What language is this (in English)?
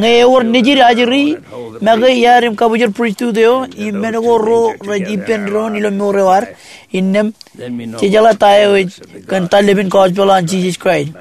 Marshallese